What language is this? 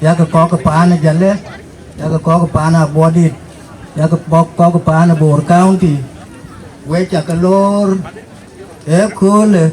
Dinka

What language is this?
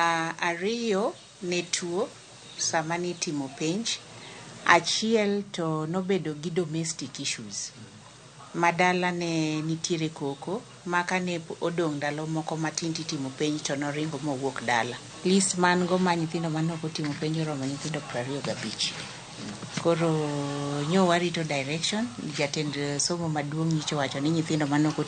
Luo (Kenya and Tanzania)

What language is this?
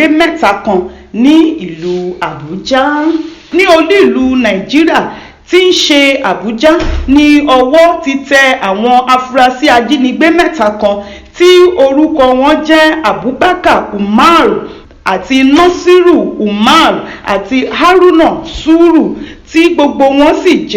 Yoruba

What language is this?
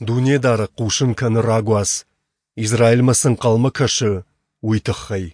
Ossetic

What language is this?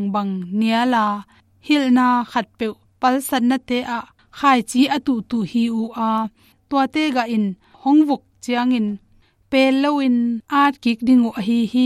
Tedim Chin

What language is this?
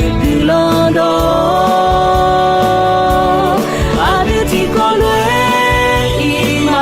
Akha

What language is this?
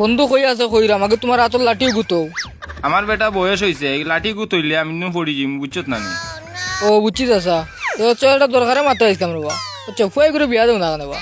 Sylheti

